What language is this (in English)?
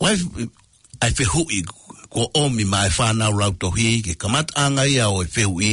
Tongan